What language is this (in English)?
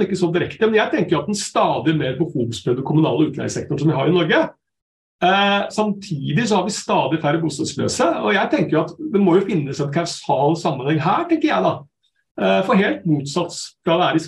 Norwegian